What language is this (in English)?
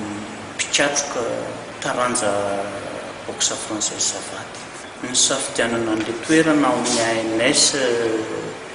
Malagasy